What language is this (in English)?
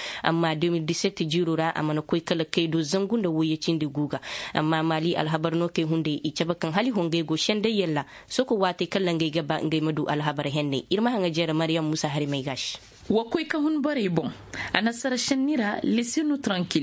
Koyraboro Senni